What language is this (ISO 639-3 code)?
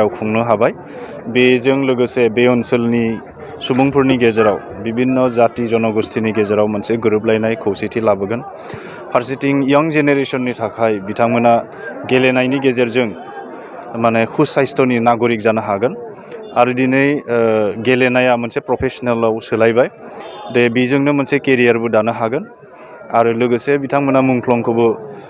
brx